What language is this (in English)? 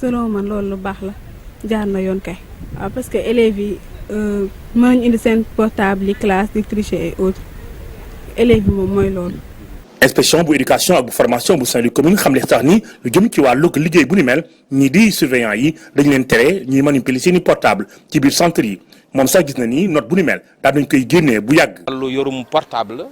Wolof